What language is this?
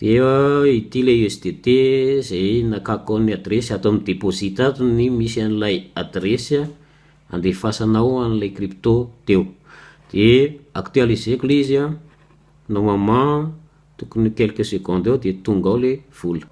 Malagasy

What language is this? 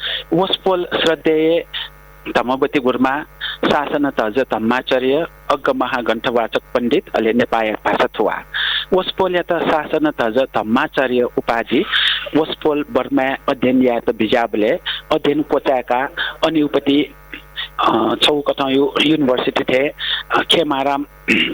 Newari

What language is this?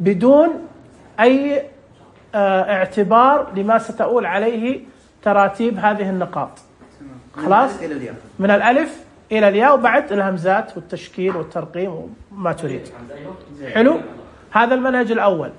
Najdi Arabic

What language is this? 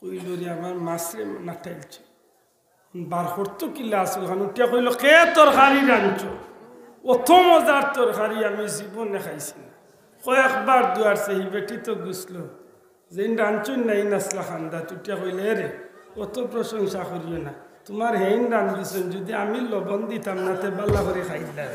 Sylheti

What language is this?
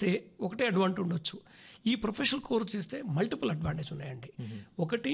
Telugu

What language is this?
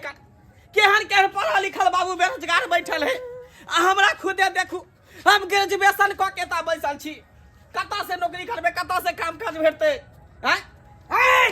Maithili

